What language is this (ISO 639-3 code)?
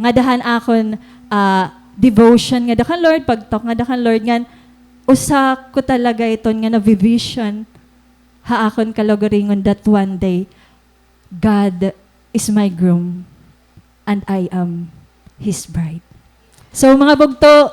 war